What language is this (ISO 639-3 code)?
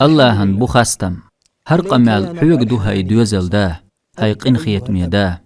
che